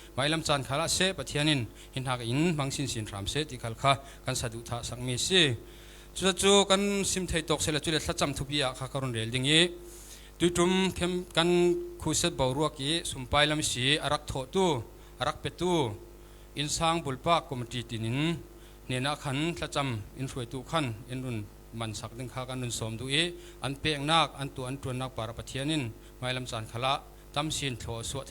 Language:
Falam Chin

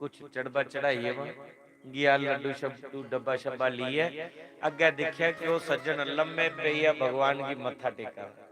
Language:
Dogri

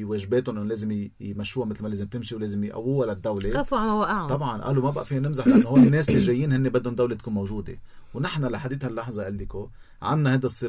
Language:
North Levantine Arabic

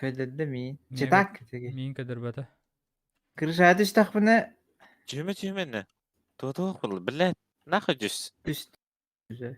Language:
Yakut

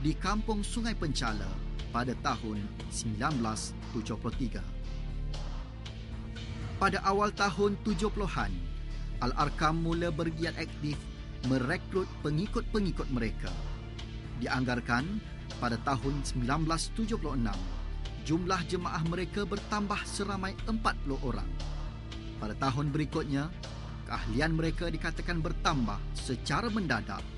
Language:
Malay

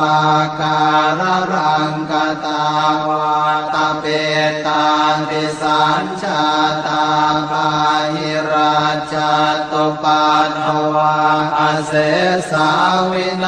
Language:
Pali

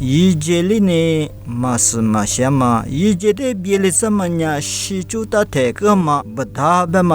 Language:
Lisu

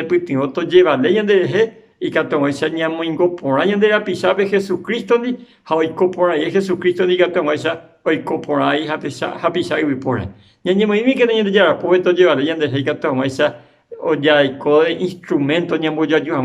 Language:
Guarani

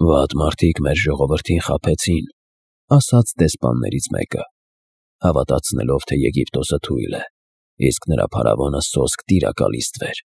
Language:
Armenian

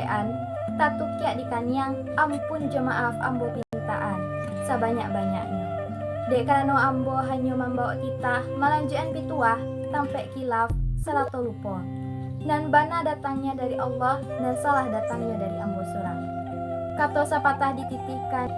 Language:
Minangkabau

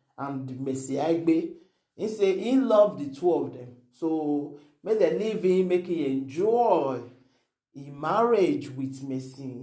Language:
Nigerian Pidgin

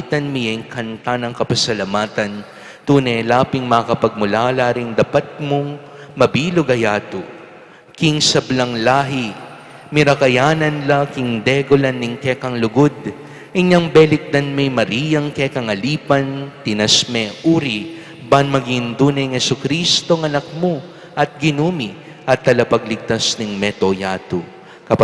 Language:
Pampanga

